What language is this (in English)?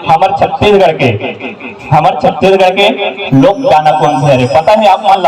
Chhattisgarhi